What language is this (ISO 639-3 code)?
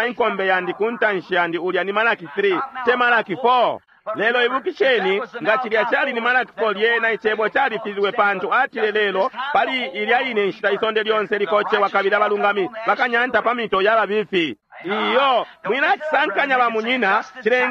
bem